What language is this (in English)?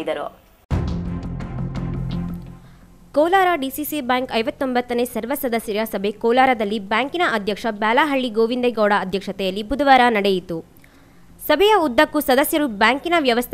Kannada